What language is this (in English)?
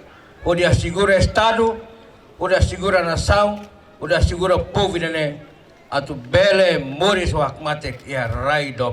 Tetum